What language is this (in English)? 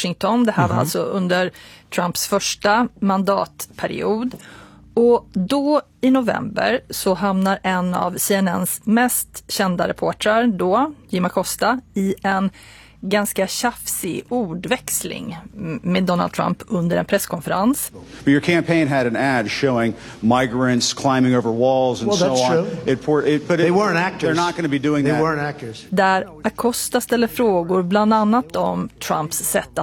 Swedish